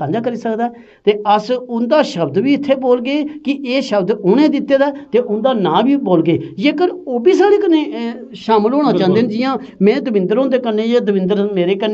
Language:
Dogri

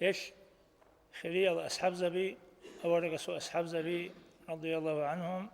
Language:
Avaric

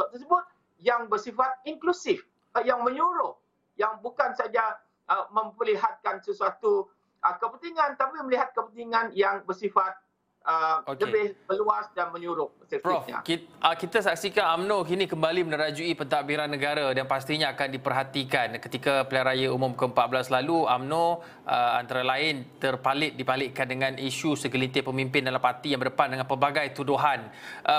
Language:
Malay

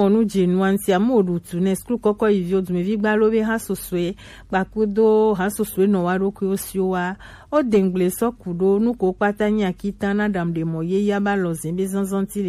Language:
Gen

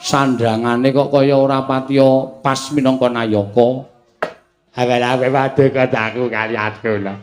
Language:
Javanese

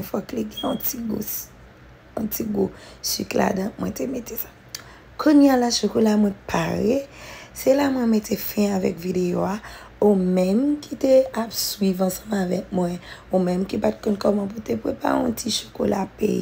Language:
Haitian Creole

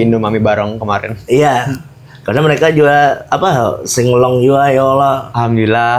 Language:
Banjar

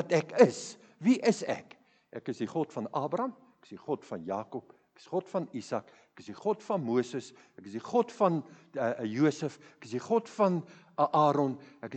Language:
Afrikaans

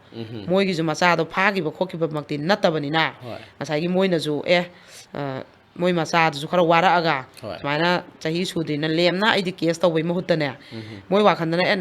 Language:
Manipuri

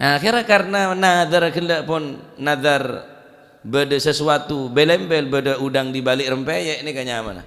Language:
Madurese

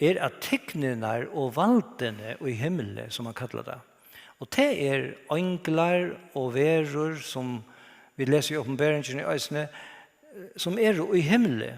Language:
Faroese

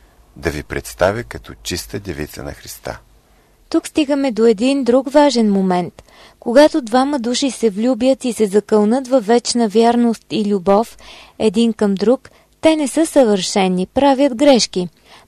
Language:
Bulgarian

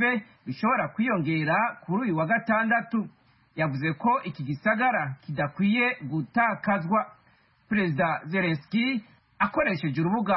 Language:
Kinyarwanda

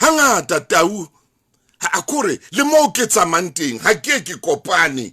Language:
Southern Sotho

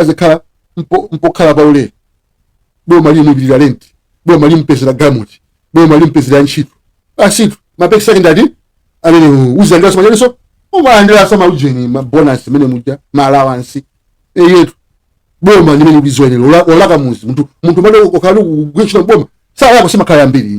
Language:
Nyanja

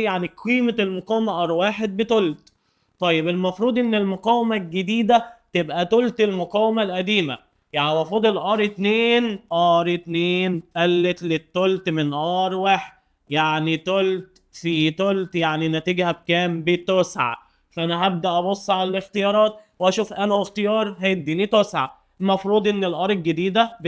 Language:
Egyptian Arabic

